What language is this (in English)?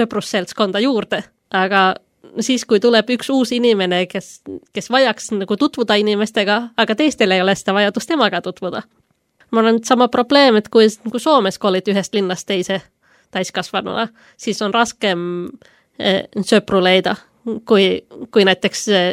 Estonian